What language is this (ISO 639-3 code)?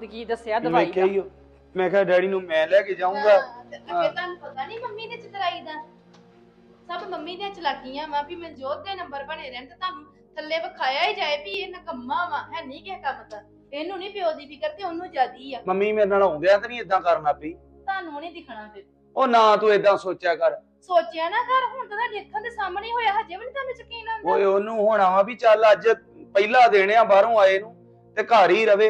pan